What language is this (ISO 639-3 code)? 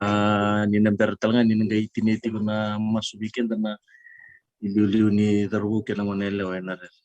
fij